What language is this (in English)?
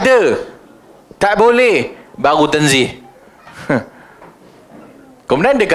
Malay